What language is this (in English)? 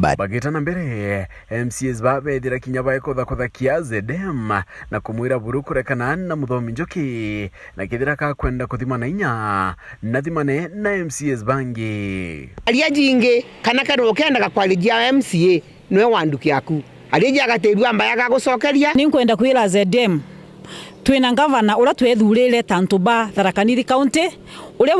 Meru